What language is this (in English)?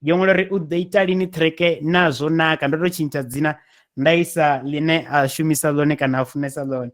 Venda